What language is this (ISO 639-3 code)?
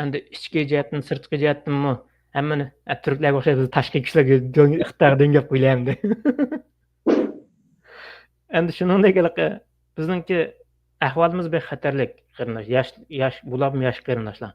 uig